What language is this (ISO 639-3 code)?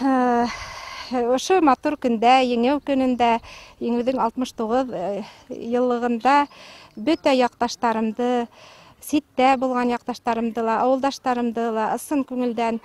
bak